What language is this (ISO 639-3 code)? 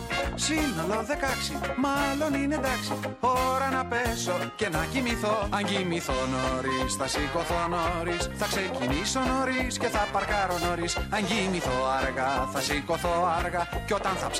ell